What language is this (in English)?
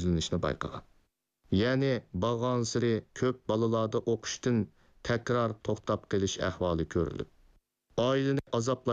Uyghur